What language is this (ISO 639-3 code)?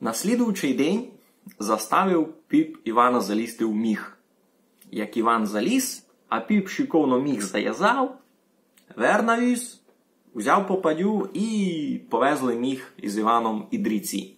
rue